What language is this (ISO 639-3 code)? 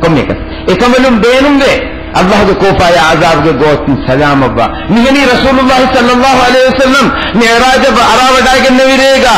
div